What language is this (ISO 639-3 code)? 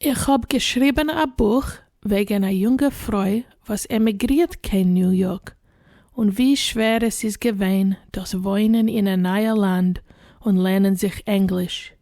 yid